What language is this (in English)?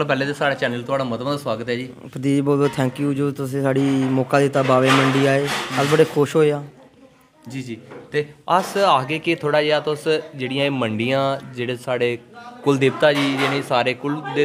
Dogri